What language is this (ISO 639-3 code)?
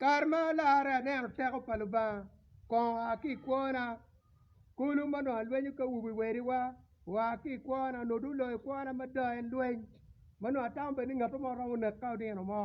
ach